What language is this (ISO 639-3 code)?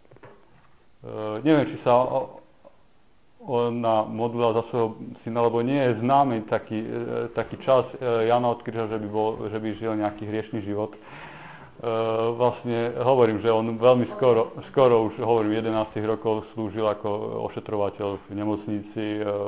slk